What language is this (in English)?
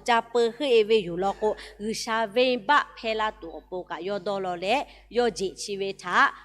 Lahu